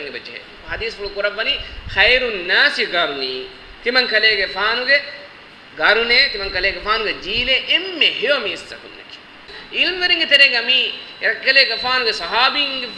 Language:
Divehi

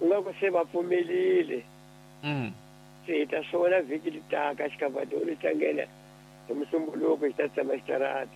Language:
Tsonga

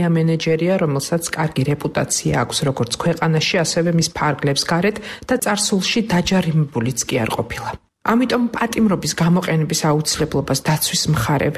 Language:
Georgian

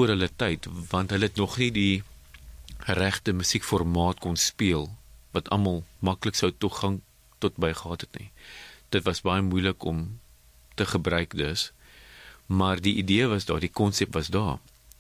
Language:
Afrikaans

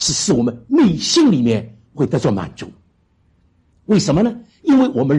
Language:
Chinese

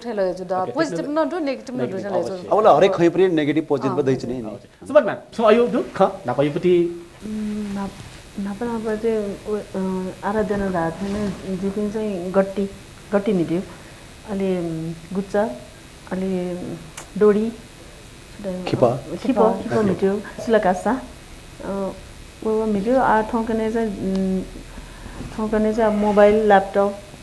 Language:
Newari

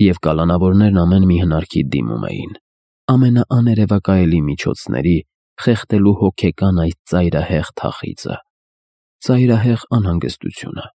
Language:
Armenian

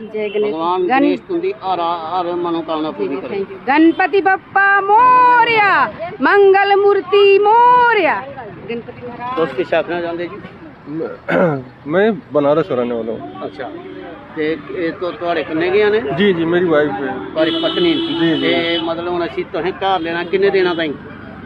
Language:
Dogri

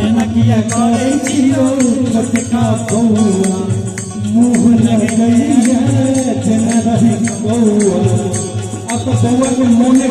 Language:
Maithili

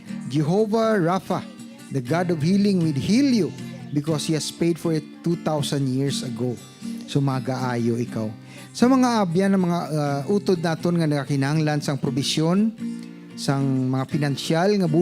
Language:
Hiligaynon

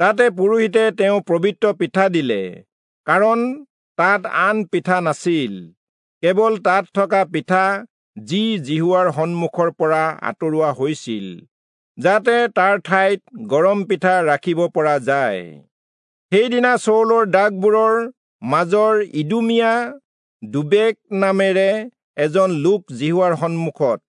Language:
Assamese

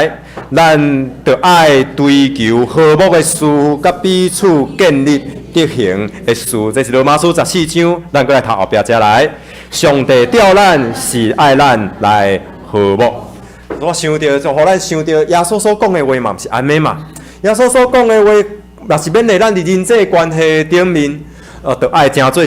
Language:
Min Nan Chinese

